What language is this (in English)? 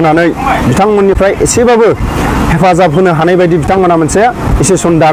Bodo